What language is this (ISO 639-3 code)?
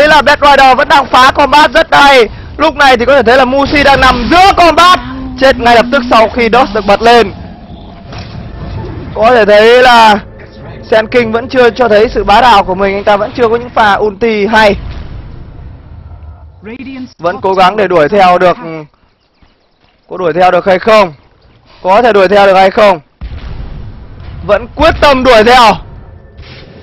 vie